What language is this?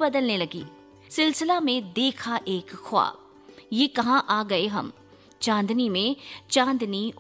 Hindi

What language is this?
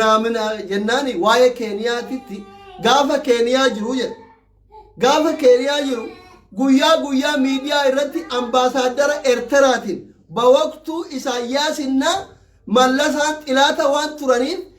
Oromo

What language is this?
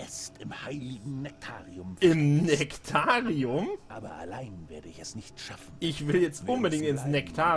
German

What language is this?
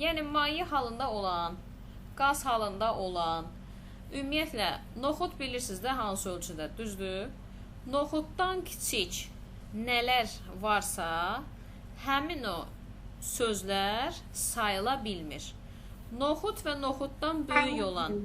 Azerbaijani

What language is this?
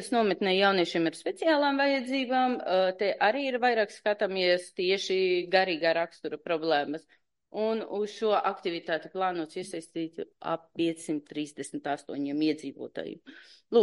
Latvian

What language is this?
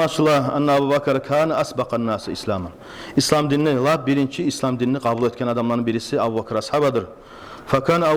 Kumyk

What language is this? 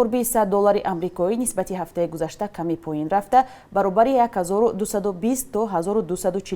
Tajik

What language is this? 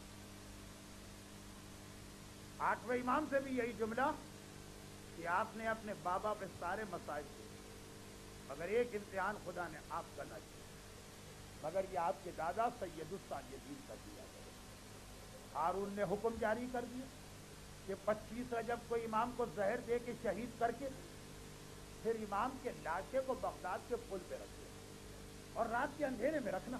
Urdu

